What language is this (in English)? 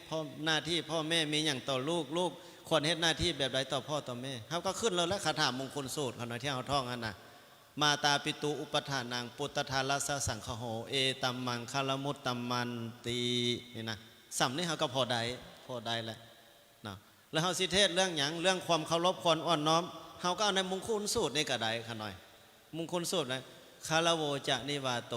Lao